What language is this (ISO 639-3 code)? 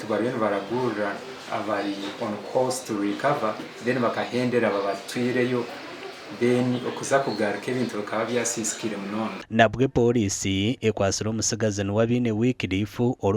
nyn